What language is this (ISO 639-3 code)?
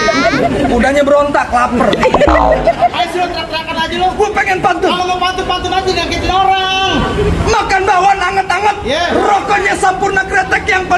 bew